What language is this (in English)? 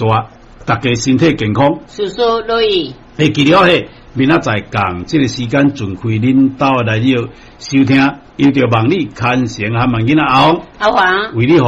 Min Nan Chinese